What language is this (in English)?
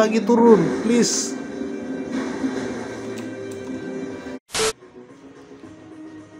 Indonesian